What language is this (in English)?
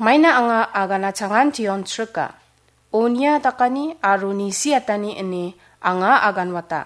Garo